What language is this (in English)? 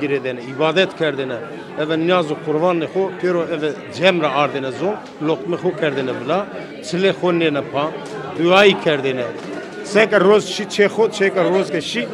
Zaza